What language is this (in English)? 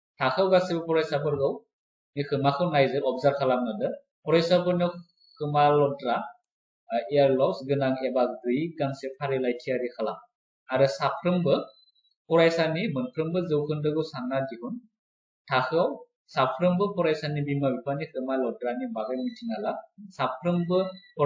Bodo